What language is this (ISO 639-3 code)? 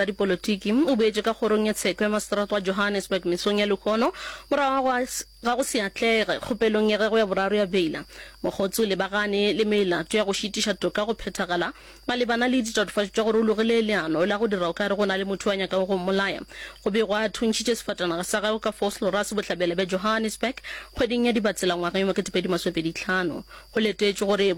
nso